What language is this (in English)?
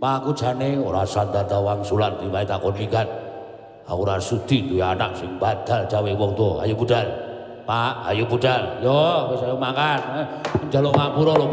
Javanese